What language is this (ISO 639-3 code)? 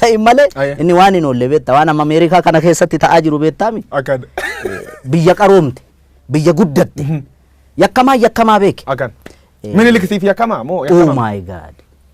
orm